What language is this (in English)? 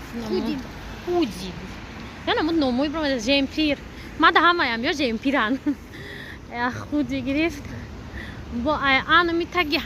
Tajik